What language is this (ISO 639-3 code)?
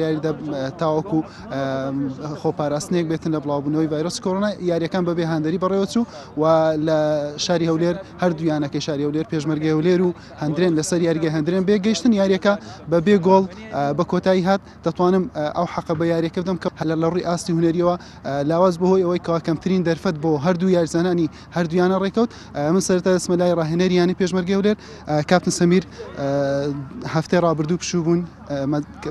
ckb